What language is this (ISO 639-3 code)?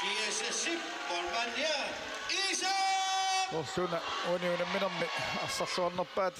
kal